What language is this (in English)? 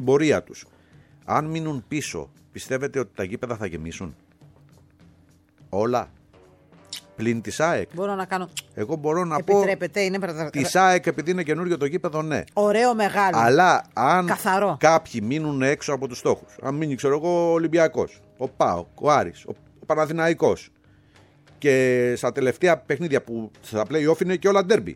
Greek